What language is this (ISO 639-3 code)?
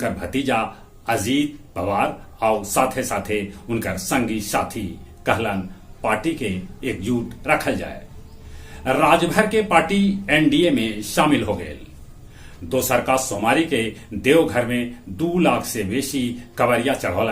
mag